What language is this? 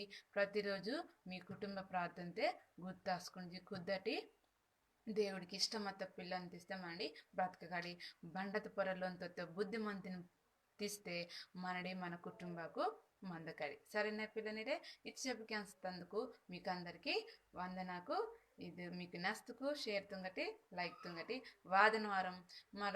Koya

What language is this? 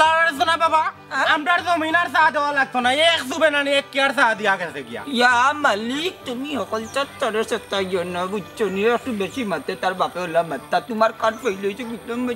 Sylheti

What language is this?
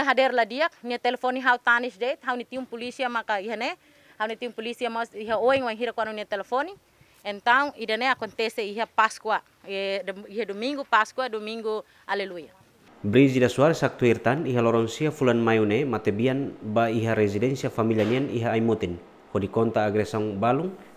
Tetum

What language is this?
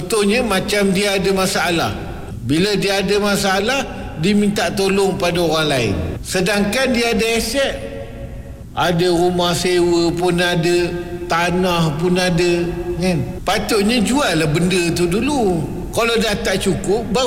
Malay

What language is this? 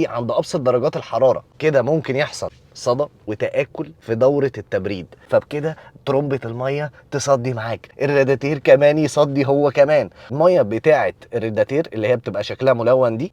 Egyptian Arabic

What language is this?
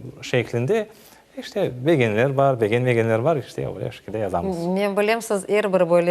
Crimean Tatar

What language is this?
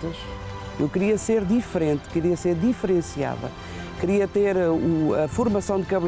Portuguese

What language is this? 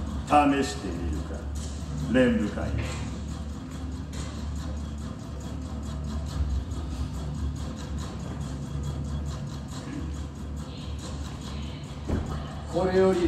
Japanese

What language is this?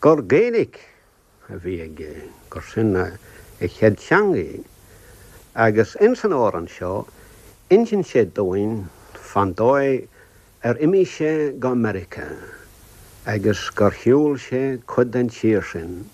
Irish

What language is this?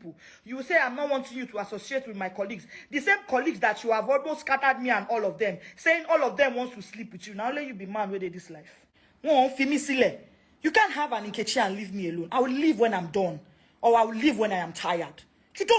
Nigerian Pidgin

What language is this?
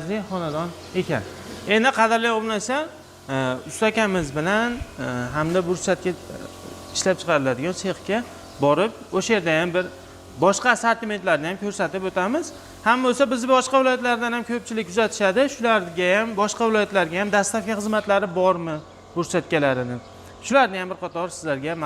Uzbek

